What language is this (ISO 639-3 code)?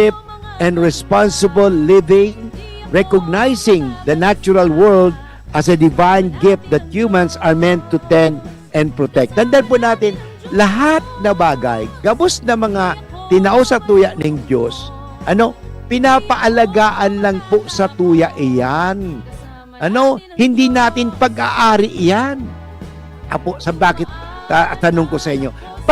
bik